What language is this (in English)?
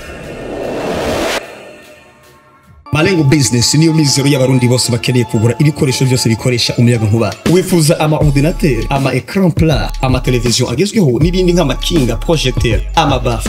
Rundi